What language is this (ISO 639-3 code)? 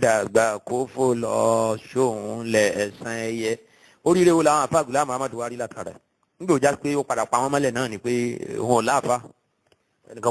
yor